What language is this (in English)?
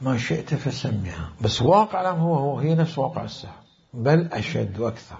Mesopotamian Arabic